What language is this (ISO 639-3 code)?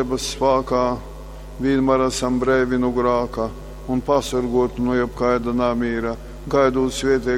ltg